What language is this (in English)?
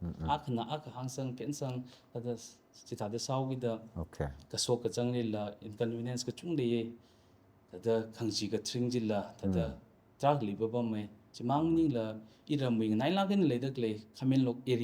Tangkhul Naga (India)